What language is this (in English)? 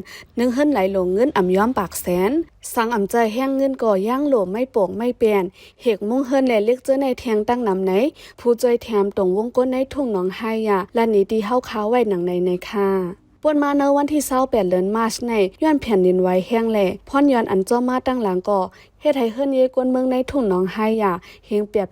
Shan